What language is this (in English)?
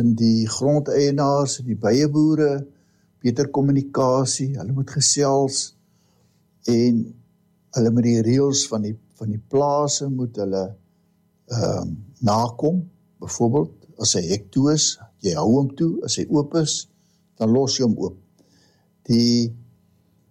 Afrikaans